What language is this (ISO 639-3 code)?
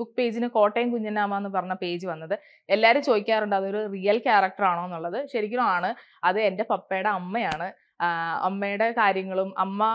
mal